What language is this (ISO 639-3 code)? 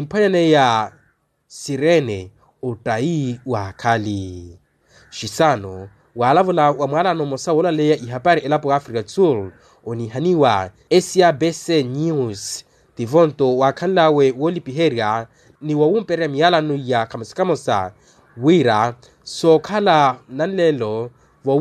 vmw